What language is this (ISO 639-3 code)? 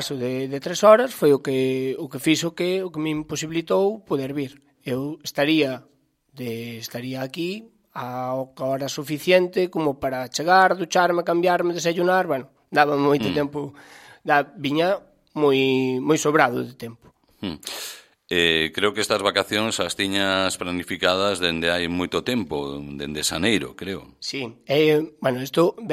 glg